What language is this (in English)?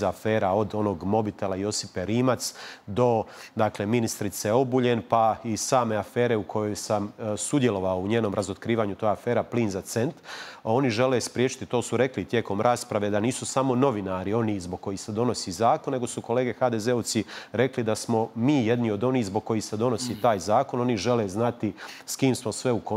Croatian